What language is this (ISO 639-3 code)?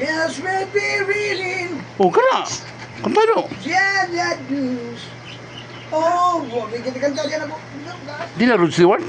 ceb